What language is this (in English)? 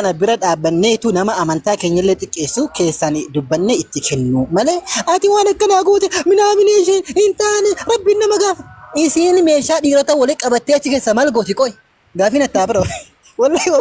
Oromo